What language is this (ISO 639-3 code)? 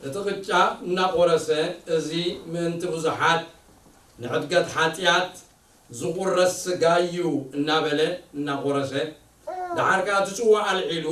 tir